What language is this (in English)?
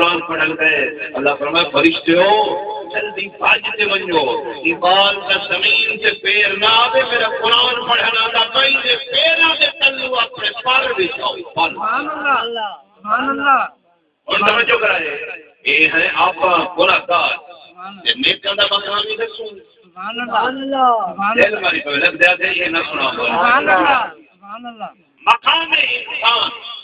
Saraiki